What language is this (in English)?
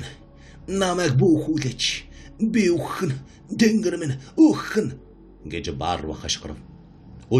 Mongolian